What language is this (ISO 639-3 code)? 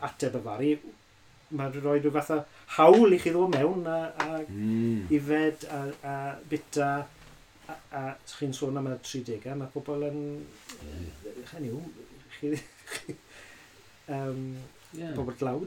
cym